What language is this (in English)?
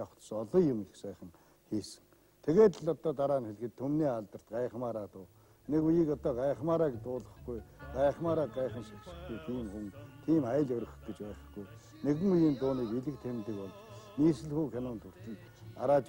Mongolian